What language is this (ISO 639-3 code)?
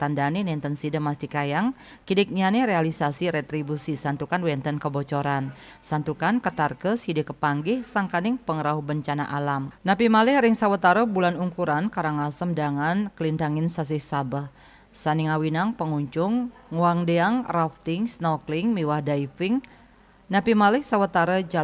ban